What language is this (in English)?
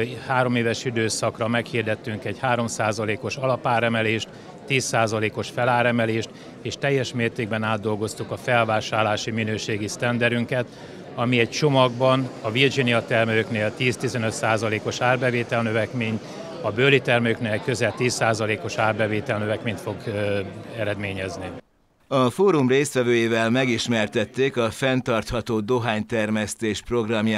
Hungarian